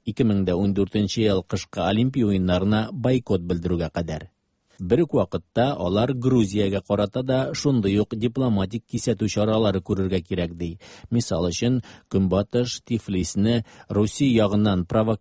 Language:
Tatar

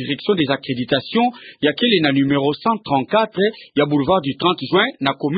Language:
Kituba (Democratic Republic of Congo)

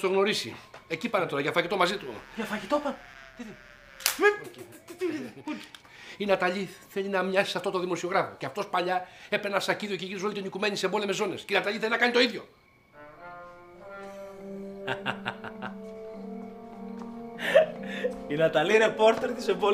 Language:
Greek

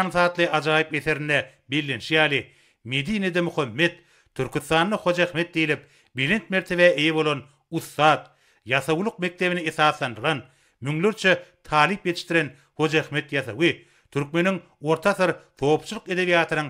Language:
Turkmen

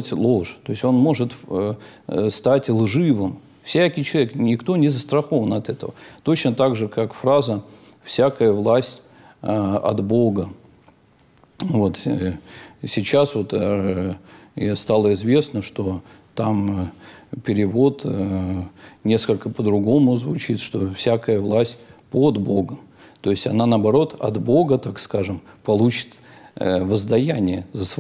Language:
Russian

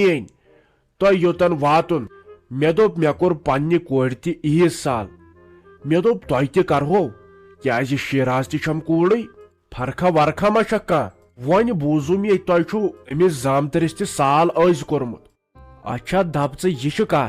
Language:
Kashmiri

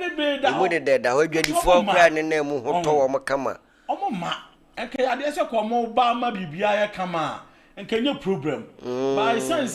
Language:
Akan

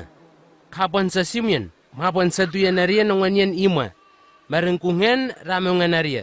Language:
Southwest Tanna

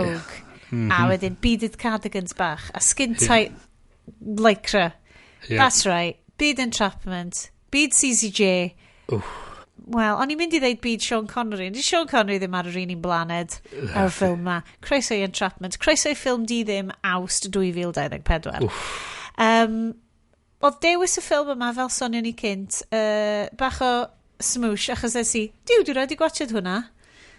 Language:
Welsh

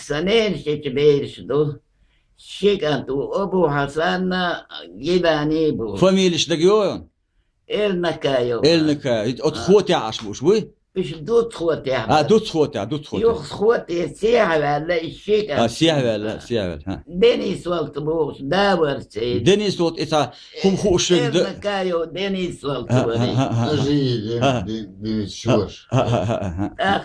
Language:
Chechen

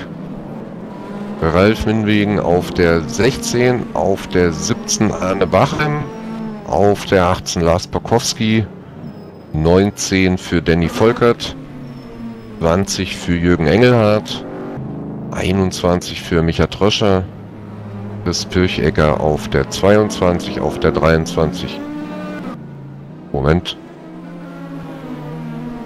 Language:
German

